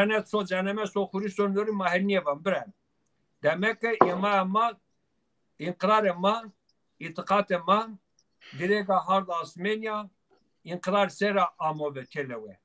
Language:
Zaza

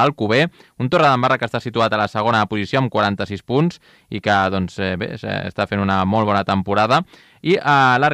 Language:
Catalan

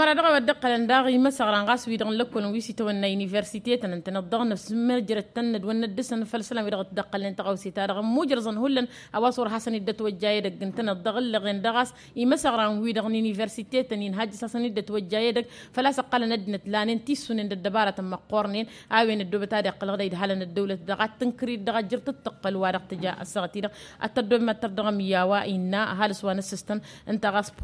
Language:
Tamasheq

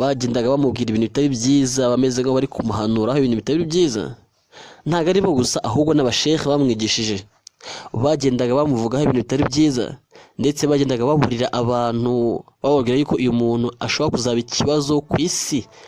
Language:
Kinyarwanda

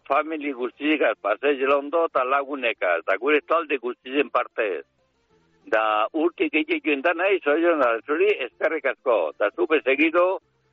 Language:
Basque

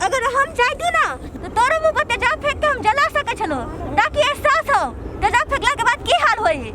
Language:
Maithili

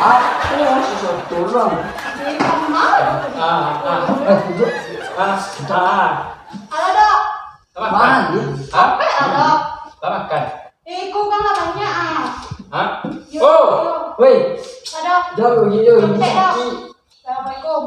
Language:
Minangkabau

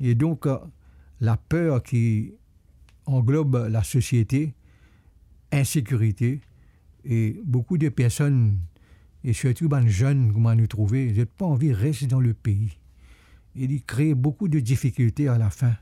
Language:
Morisyen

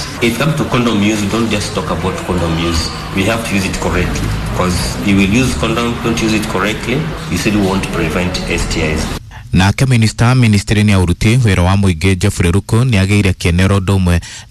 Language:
Kikuyu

